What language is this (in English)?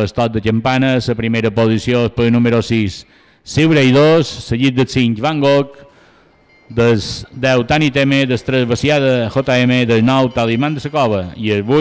Catalan